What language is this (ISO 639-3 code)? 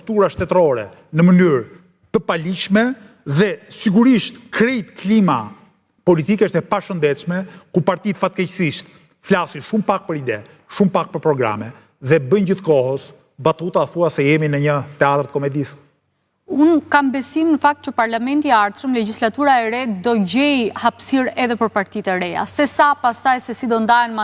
sqi